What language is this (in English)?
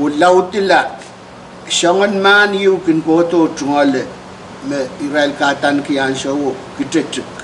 Pohnpeian